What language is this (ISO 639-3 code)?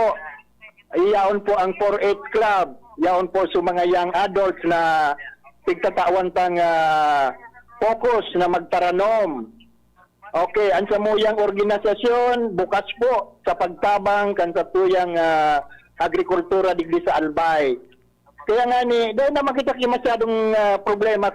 bik